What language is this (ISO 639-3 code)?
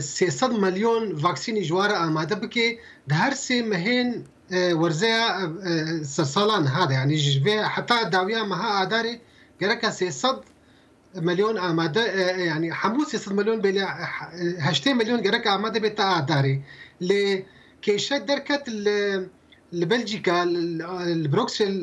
kur